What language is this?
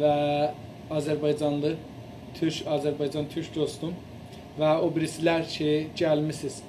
South Azerbaijani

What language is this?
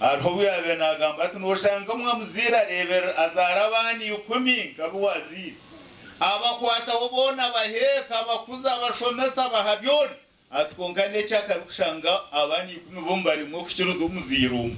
Nyankole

